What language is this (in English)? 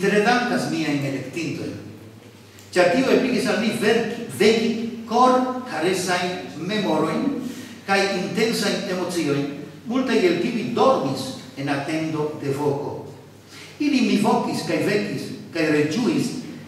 Esperanto